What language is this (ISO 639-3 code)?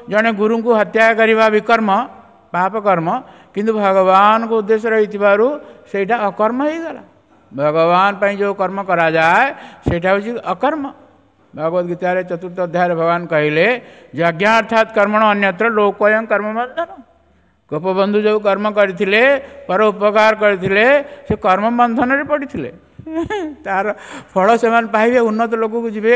ori